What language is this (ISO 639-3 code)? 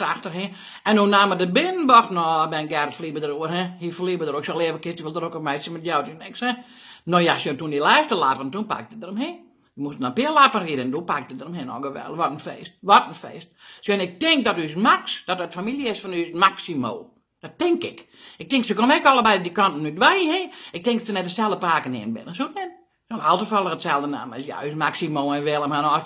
fry